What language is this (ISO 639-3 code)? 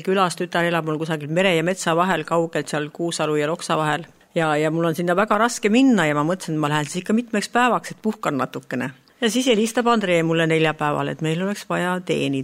est